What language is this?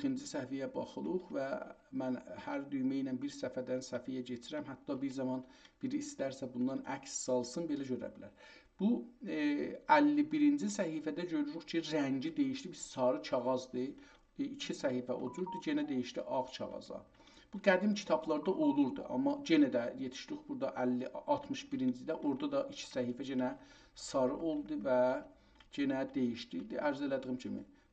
South Azerbaijani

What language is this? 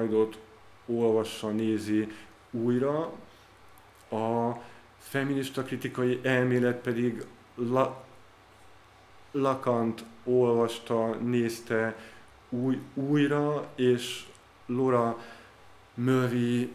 Hungarian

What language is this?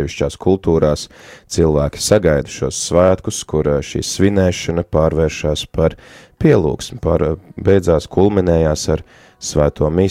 Latvian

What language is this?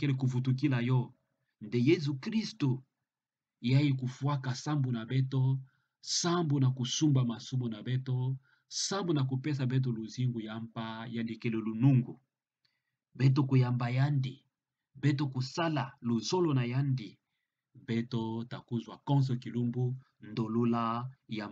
Kituba (Democratic Republic of Congo)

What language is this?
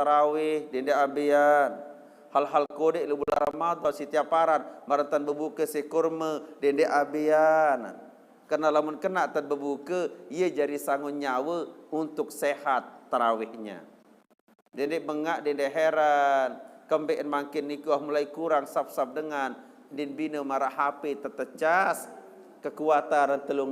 Sasak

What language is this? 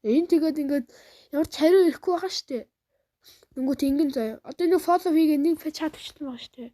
Mongolian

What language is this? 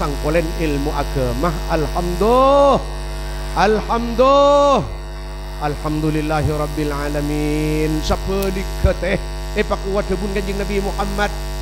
Madurese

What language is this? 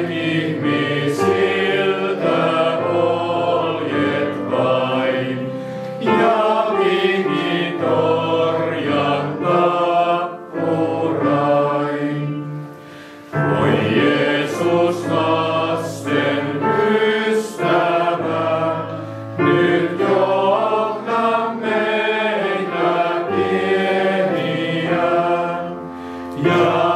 Finnish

